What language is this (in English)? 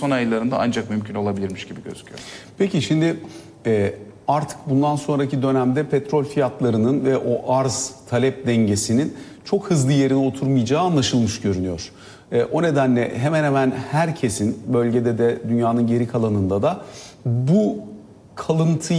Turkish